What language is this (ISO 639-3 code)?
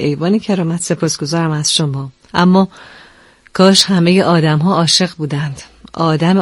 fas